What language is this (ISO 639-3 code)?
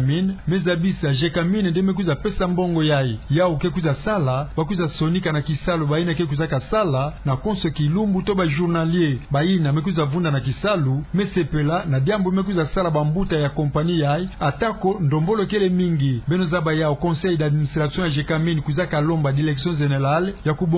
ktu